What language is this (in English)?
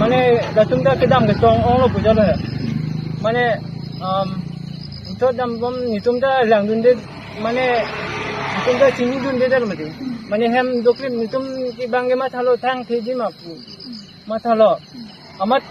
Karbi